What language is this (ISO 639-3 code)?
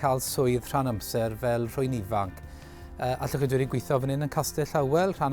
cym